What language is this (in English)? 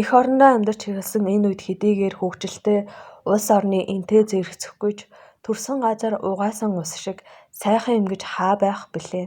Mongolian